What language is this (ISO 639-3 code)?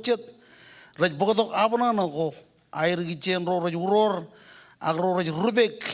mah